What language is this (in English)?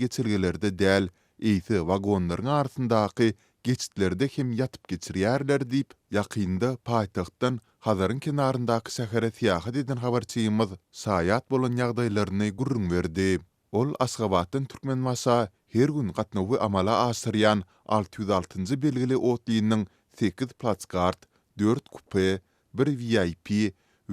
Turkmen